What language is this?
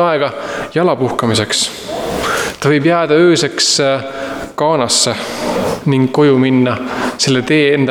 Estonian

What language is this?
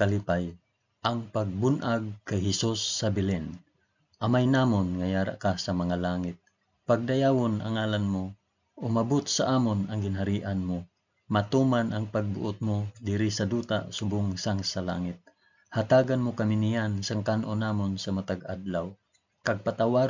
Hiligaynon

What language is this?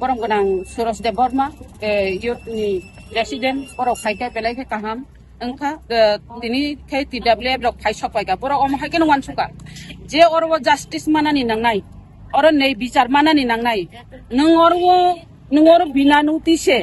Kok Borok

